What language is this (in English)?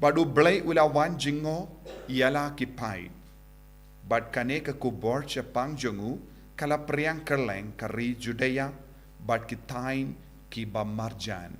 Khasi